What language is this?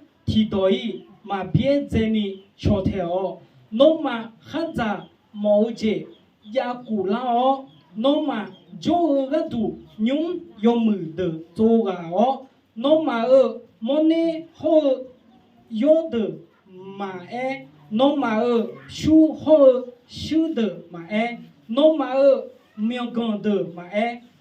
Akha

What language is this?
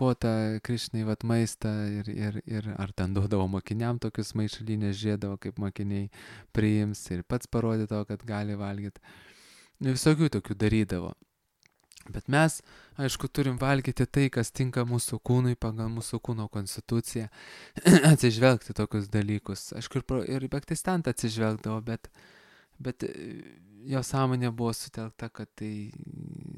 Lithuanian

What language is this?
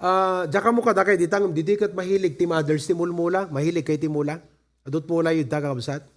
Iloko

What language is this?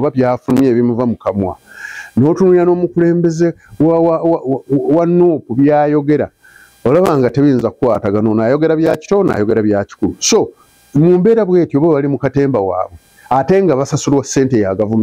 Ganda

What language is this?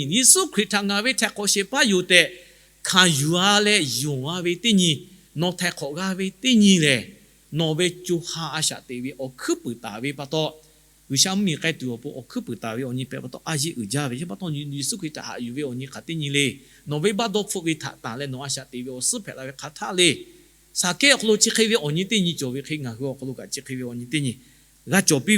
Lahu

